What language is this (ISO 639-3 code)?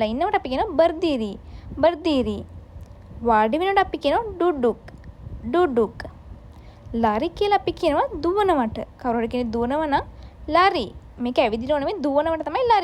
sin